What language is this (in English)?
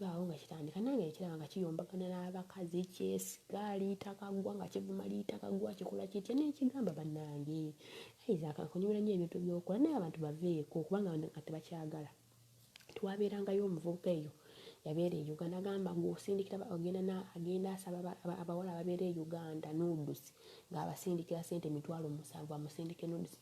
Ganda